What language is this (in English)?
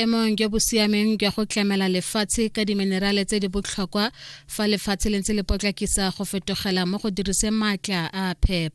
Tswana